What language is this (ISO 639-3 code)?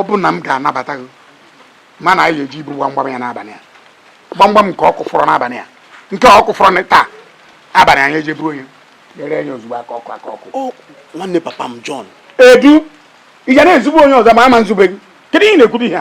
ibo